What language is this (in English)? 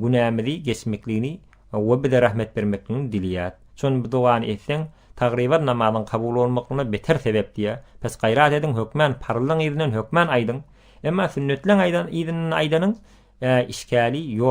Turkmen